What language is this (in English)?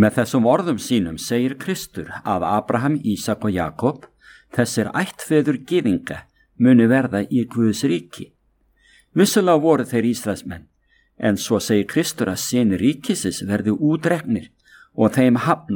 Icelandic